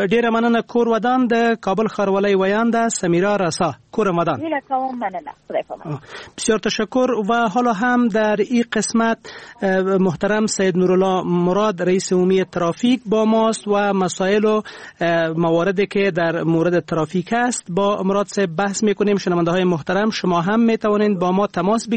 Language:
Persian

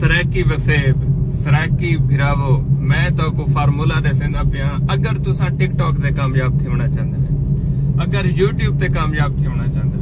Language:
Saraiki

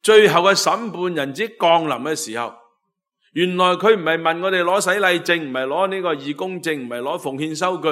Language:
Cantonese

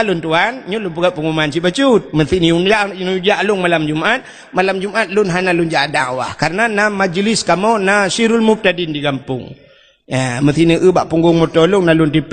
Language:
Achinese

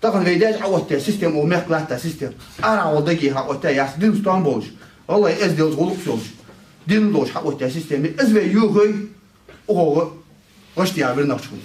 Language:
Ingush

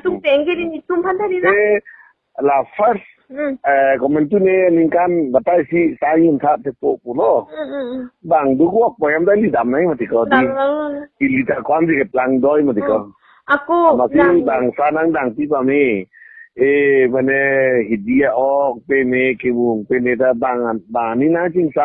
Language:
Karbi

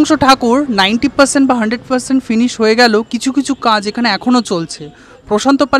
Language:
Bangla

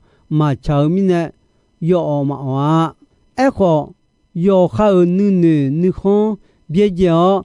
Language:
Akha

